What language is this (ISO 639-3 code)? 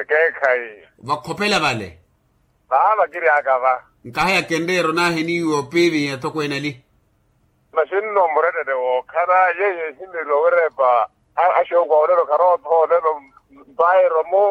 vmw